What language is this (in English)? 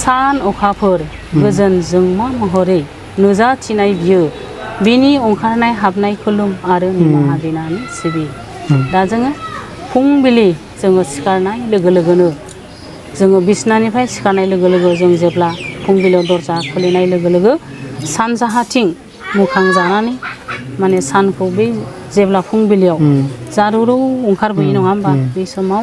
Bodo